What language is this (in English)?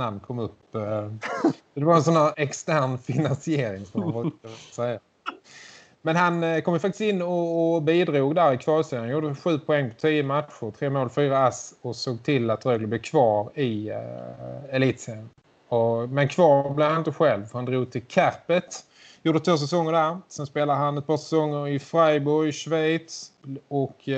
Swedish